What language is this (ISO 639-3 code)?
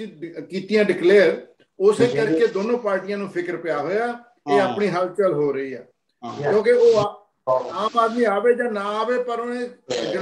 pan